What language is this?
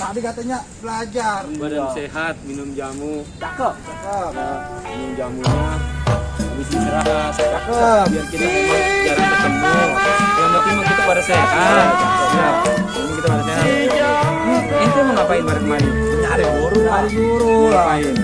Betawi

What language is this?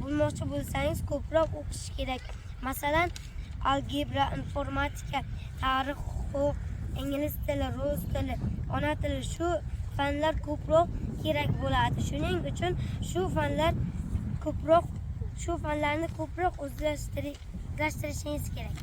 Uzbek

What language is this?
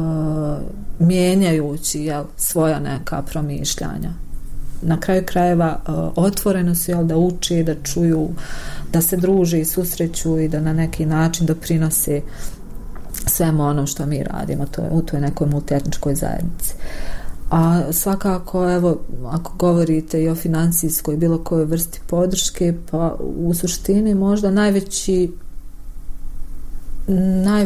Bosnian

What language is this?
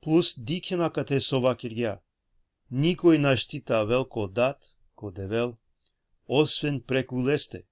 Balkan Romani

